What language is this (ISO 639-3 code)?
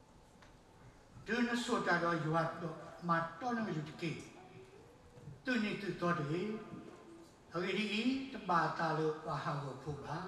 ksw